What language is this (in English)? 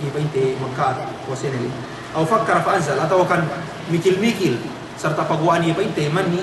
Yakan